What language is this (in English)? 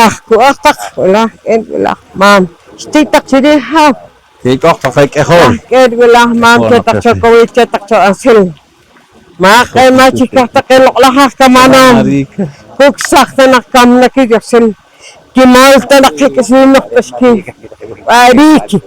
Poqomchi'